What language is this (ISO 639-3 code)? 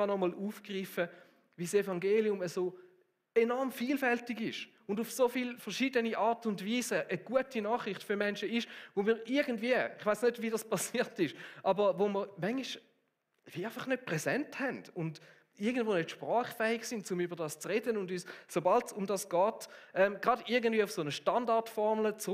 gsw